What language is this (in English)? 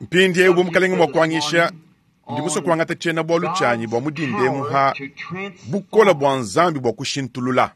Luba-Lulua